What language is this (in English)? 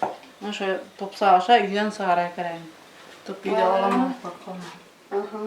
Bashkir